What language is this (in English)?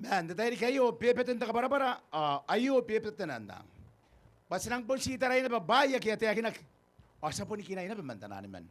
Gilbertese